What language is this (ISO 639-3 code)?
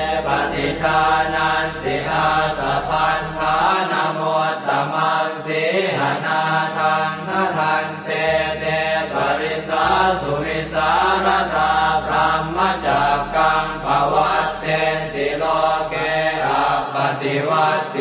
pli